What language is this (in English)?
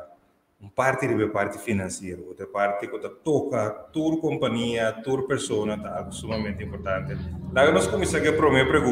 Papiamento